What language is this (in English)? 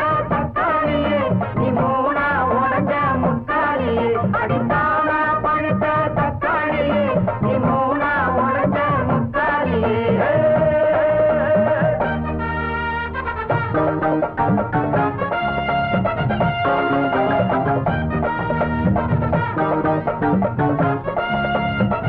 Tamil